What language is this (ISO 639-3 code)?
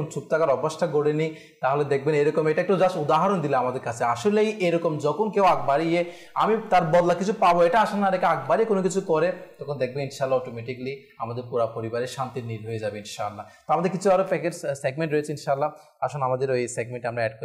ben